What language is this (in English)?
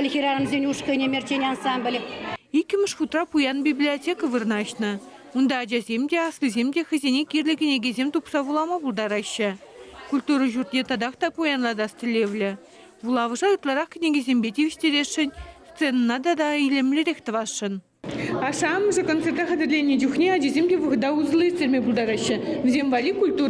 Chuvash